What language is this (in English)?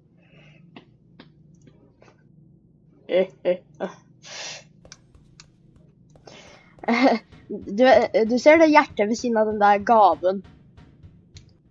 Norwegian